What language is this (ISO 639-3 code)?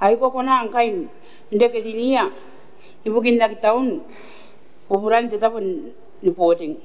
gil